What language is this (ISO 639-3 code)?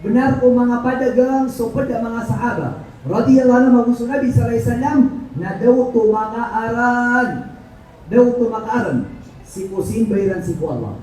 mrw